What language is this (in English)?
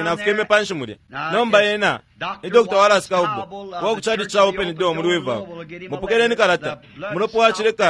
Bemba